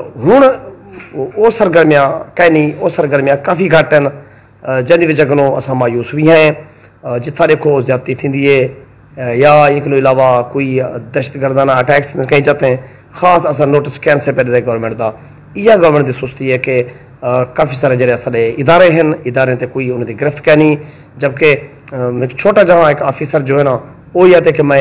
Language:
Saraiki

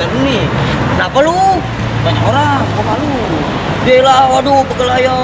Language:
Betawi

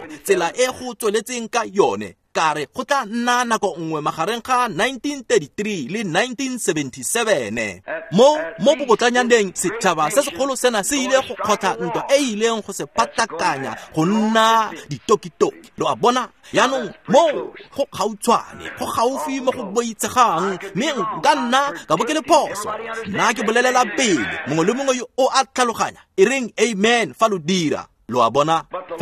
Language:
Tswana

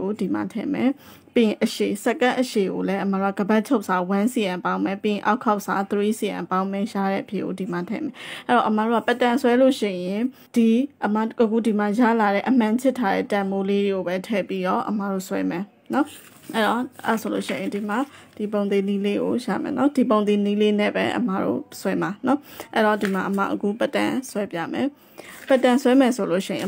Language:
Burmese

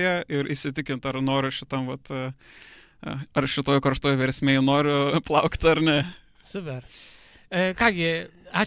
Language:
Lithuanian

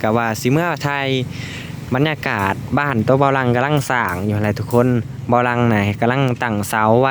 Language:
Lao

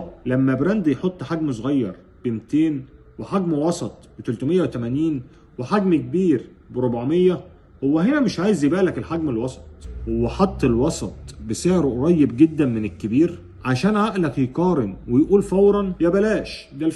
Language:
Egyptian Arabic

